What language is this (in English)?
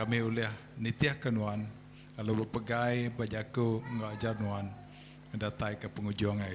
Iban